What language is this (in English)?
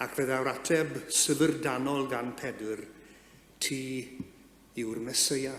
Welsh